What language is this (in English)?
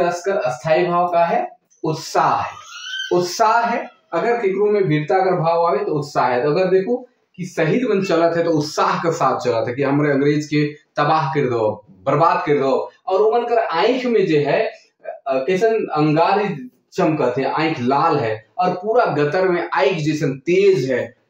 Sadri